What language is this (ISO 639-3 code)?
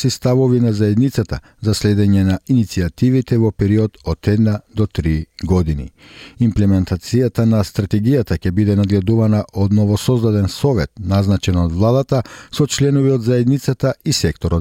mkd